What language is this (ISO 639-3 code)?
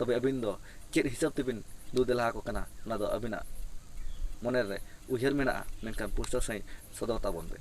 sat